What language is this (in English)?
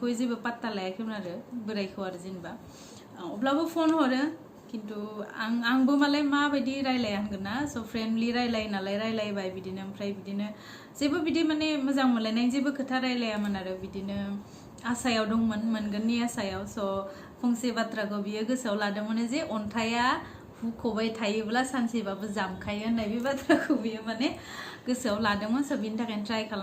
Bodo